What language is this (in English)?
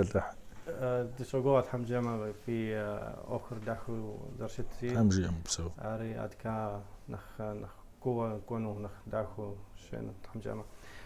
Kabardian